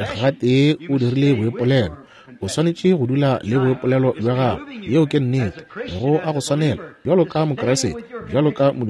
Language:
Northern Sotho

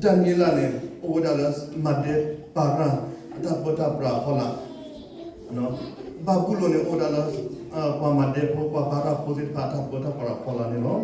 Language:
S'gaw Karen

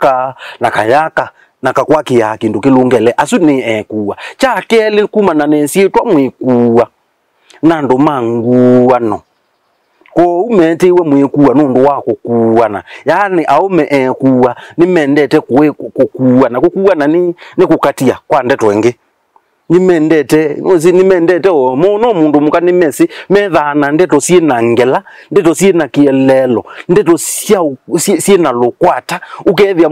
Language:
Kamba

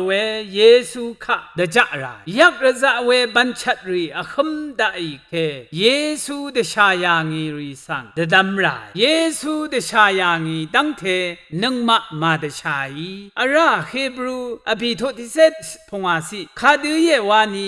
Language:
Rawang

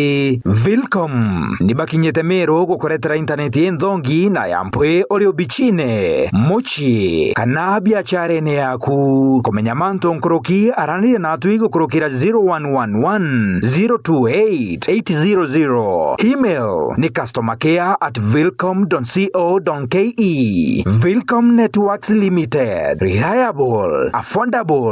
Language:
Meru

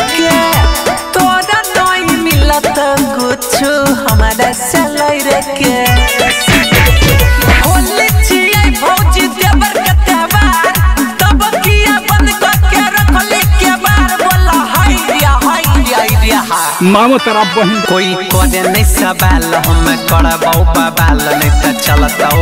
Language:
Bhojpuri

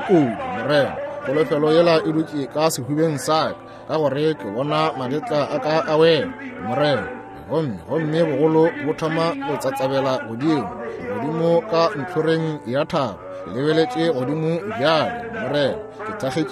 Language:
Northern Sotho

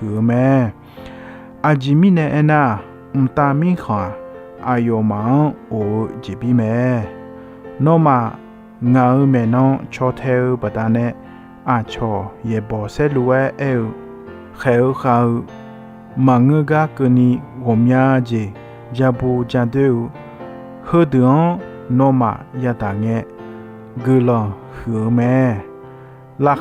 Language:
Akha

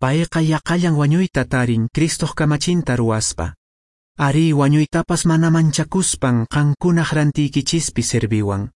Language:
Quechua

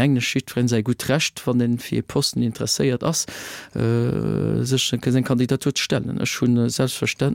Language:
Luxembourgish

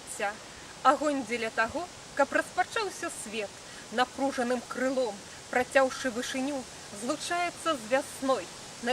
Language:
Belarusian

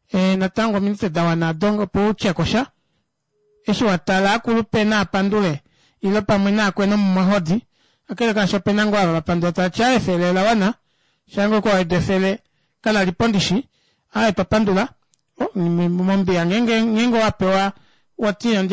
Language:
Kuanyama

